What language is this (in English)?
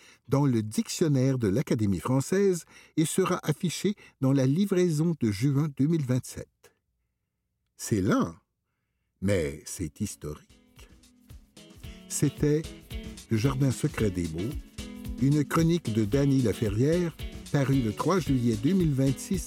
French